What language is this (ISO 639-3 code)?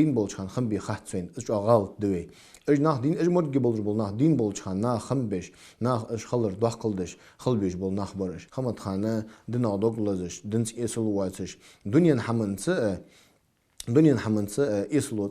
inh